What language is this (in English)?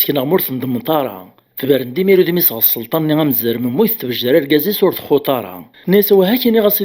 Kabyle